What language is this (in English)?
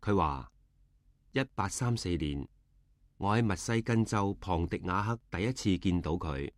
Cantonese